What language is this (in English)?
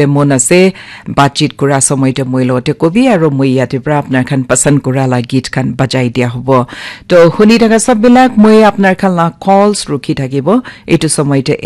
Naga Pidgin